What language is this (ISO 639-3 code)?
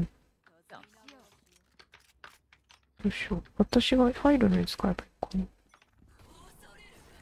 jpn